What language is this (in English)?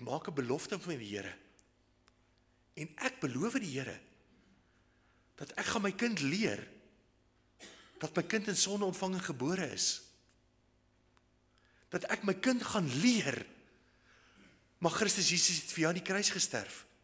Afrikaans